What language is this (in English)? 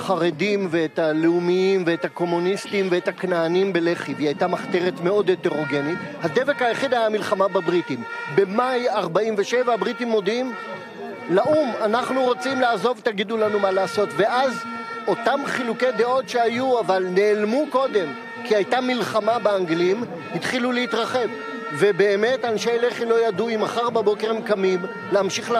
Hebrew